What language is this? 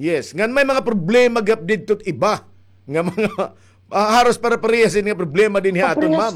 Waray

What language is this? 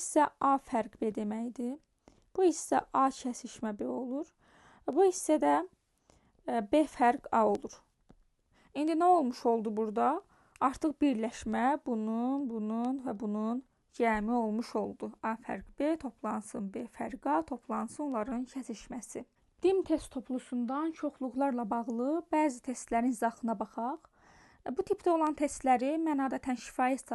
Azerbaijani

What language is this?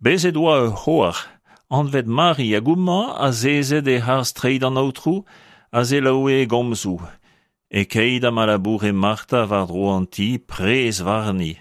Breton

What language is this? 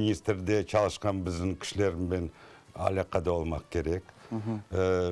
Crimean Tatar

